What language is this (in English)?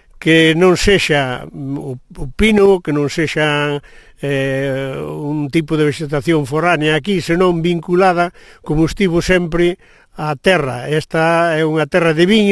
Galician